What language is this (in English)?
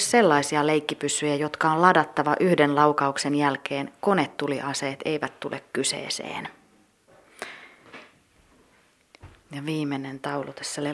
Finnish